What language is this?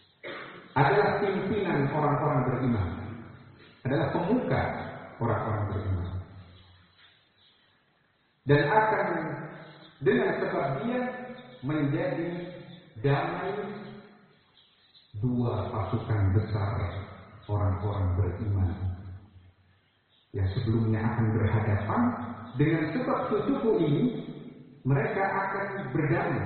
Indonesian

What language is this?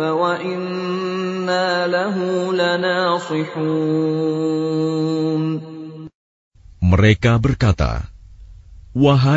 Indonesian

